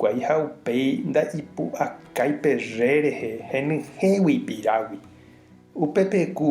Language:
Guarani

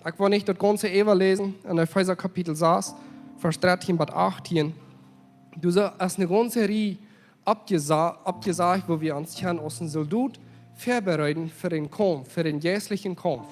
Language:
Plautdietsch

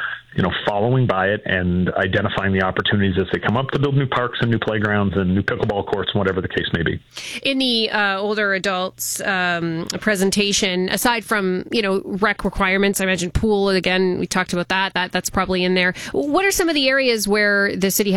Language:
English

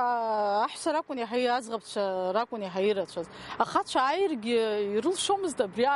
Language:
Abkhazian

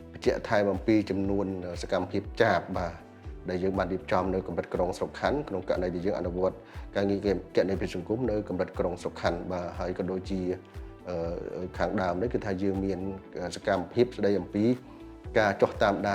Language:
Khmer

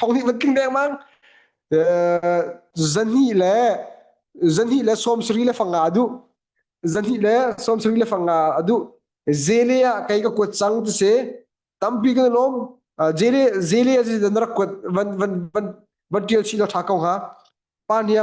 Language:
Hakha Chin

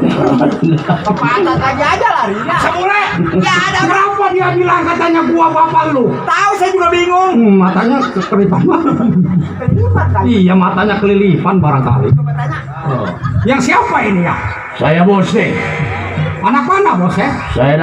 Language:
Betawi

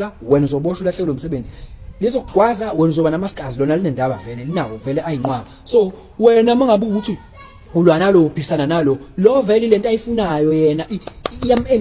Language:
Zulu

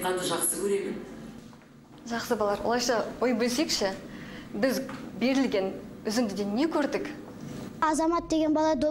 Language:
Kazakh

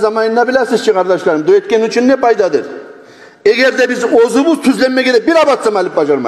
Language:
Kumyk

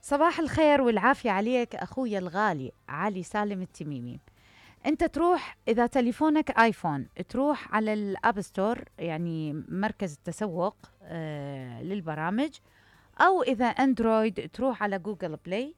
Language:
Mesopotamian Arabic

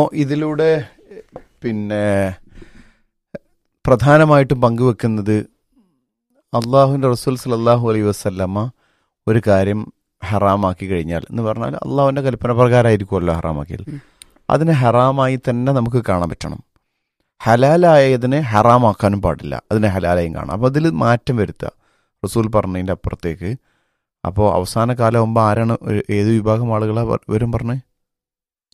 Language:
Malayalam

